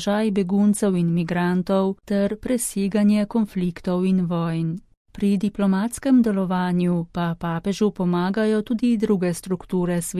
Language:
Slovenian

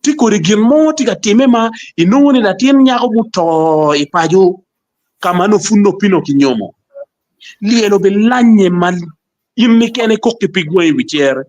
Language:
Acoli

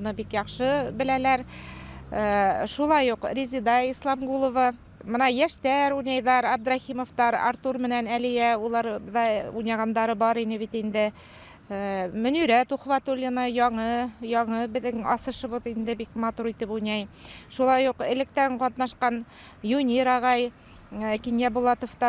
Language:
Bashkir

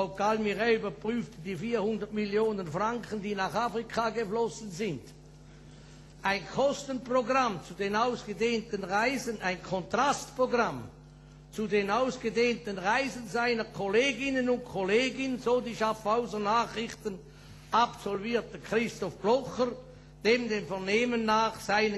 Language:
German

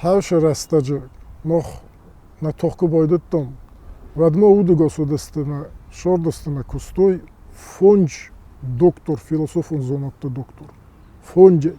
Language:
Ossetic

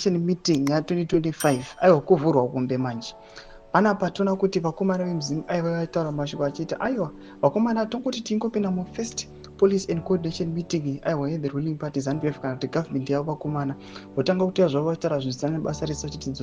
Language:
Shona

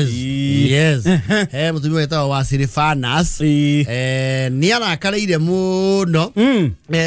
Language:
Kikuyu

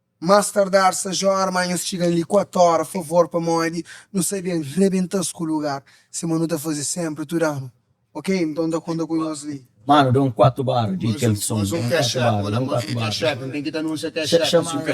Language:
Kabuverdianu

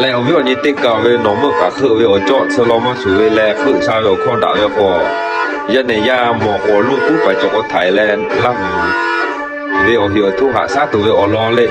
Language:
Lahu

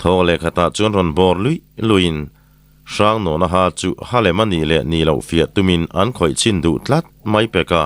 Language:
Mizo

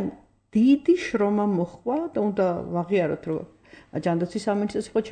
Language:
Georgian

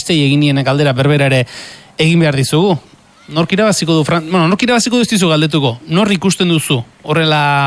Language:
Basque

